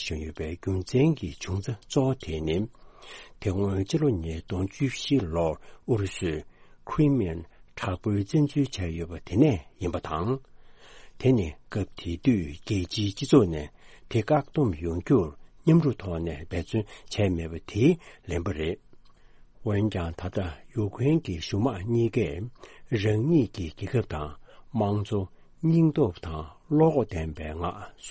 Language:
Tibetan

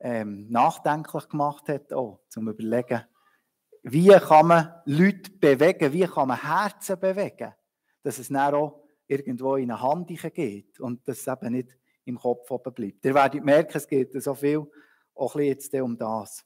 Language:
Swiss German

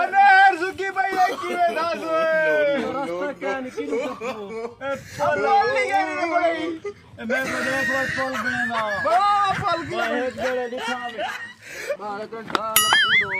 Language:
Saraiki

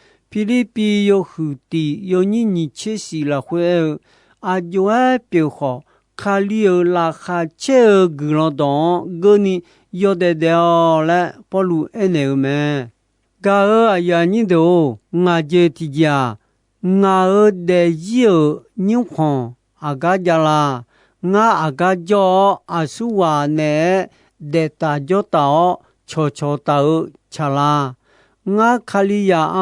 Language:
Akha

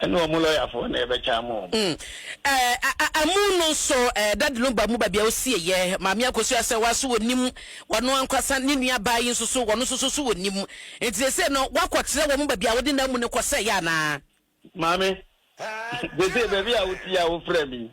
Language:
Akan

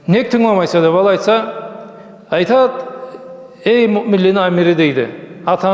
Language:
Karachay-Balkar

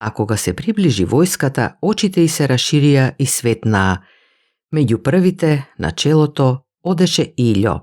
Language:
Macedonian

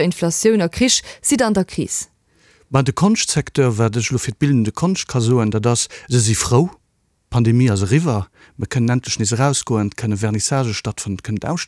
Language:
Luxembourgish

